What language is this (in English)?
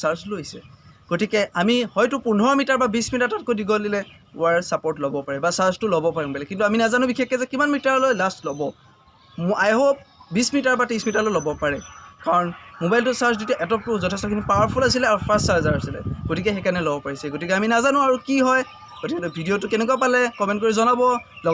Assamese